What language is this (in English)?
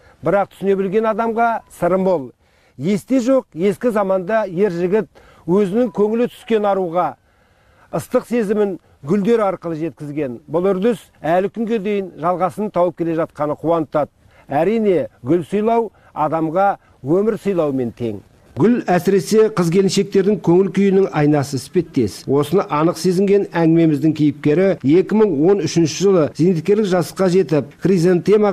Kazakh